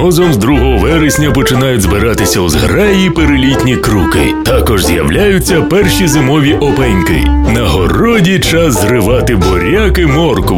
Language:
Ukrainian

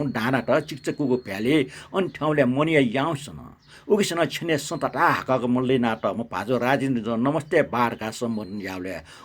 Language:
Newari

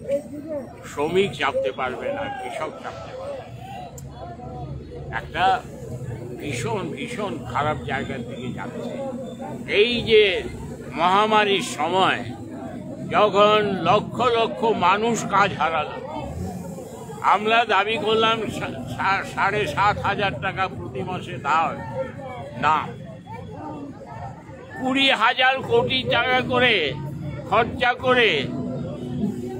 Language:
Bangla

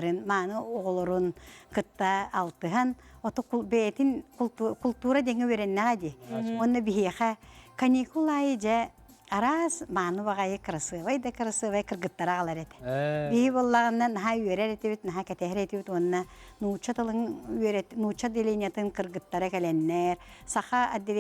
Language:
Yakut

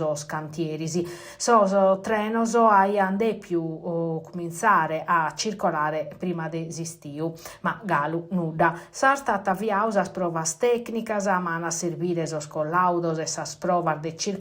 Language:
Sardinian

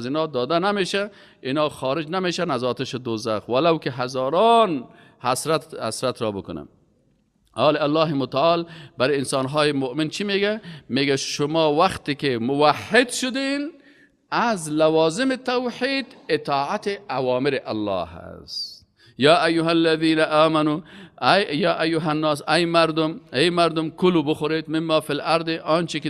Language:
Persian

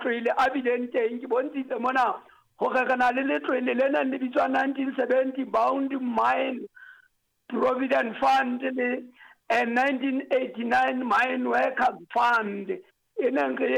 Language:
Southern Sotho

